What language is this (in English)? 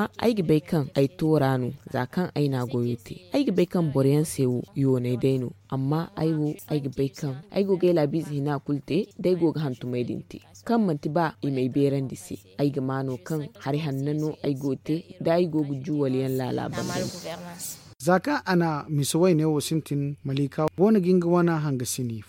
Zarma